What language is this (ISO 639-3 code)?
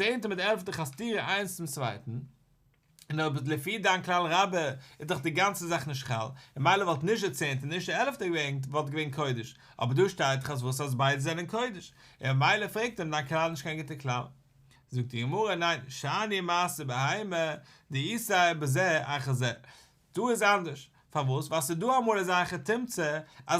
yid